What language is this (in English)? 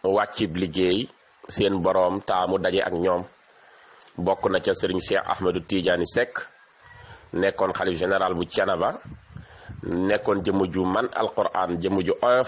Wolof